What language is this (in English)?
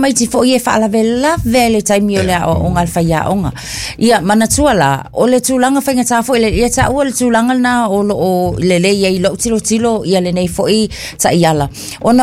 Samoan